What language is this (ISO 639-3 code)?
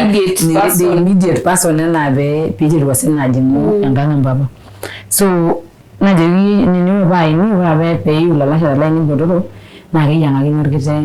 mas